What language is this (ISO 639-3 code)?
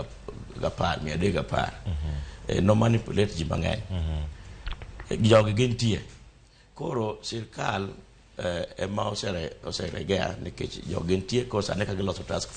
luo